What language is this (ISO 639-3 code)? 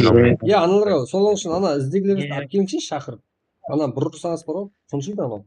kaa